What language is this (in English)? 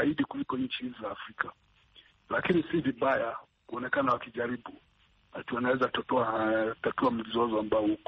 Swahili